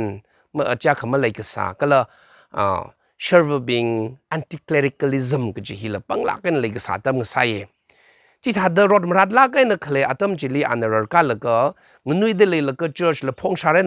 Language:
Tangkhul Naga (India)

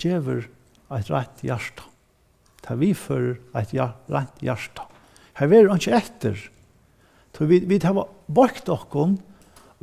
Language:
Faroese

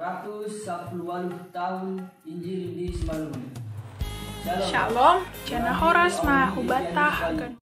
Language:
Batak Simalungun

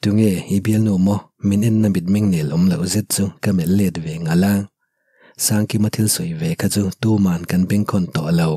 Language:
Mizo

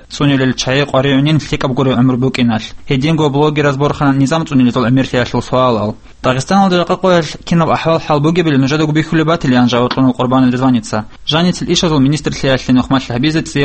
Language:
Avaric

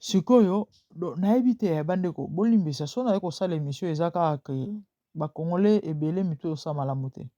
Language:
Lingala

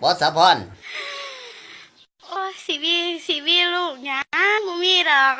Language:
Lao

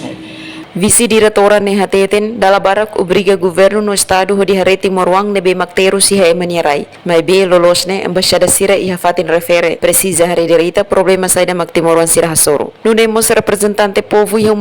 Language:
Tetum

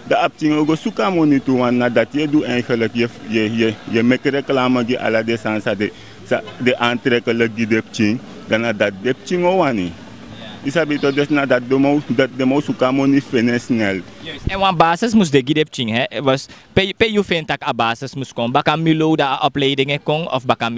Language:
Sranan Tongo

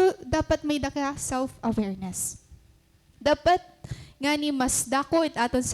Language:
Waray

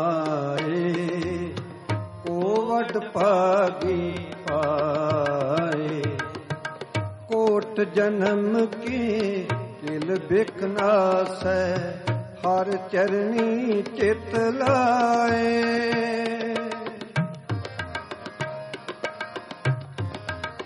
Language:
Punjabi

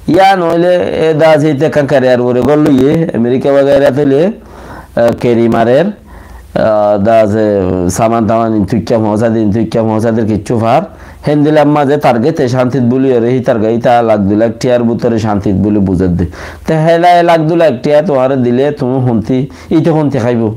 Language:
Rohingya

